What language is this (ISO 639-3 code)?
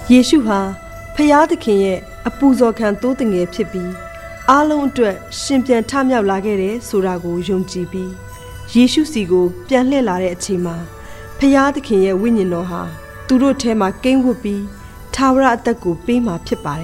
mya